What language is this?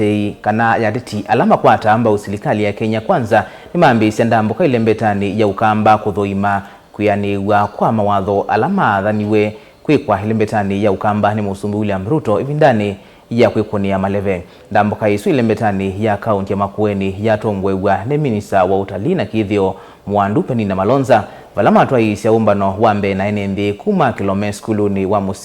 Kamba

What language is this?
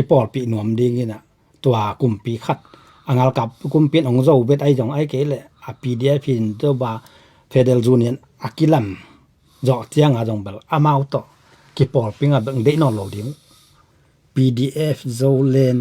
Tedim Chin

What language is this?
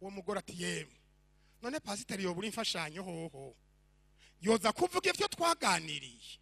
Rundi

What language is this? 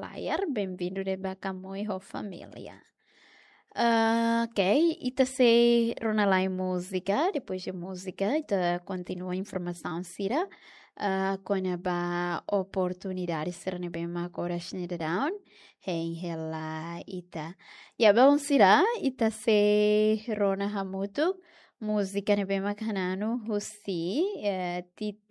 Tetum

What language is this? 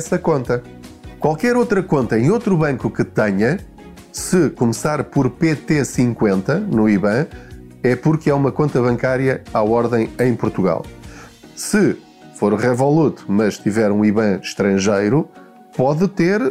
Portuguese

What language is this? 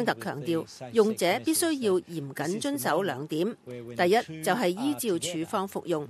Cantonese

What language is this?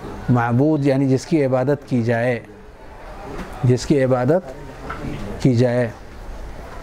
Urdu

